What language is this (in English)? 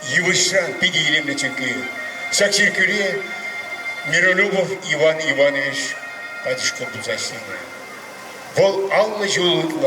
Chuvash